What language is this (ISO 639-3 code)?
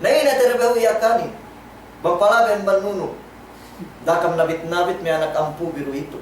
yka